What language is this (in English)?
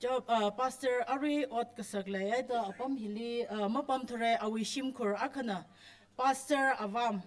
Tangkhul Naga (India)